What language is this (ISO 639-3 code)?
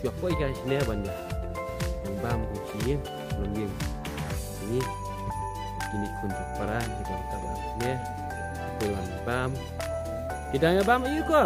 kha